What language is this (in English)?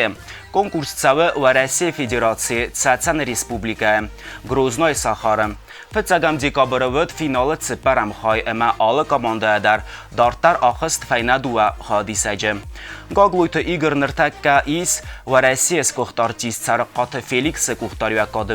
Ossetic